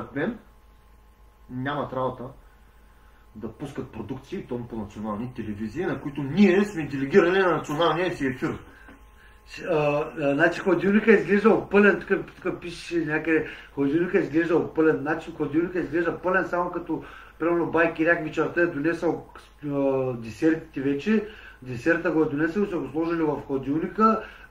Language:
Bulgarian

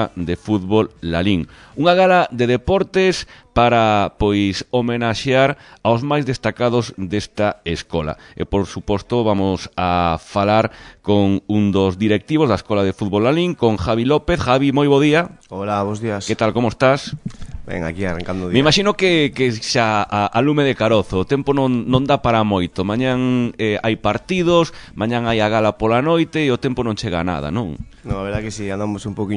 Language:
Galician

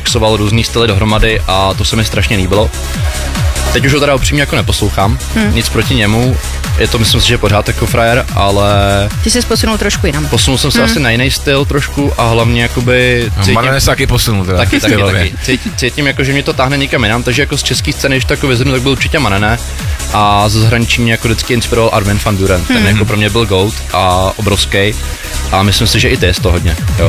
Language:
Czech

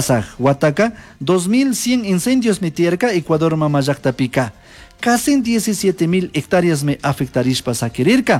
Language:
Chimborazo Highland Quichua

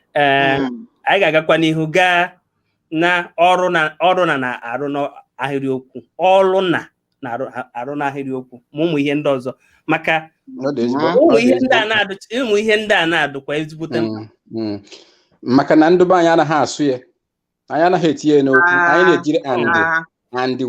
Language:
Igbo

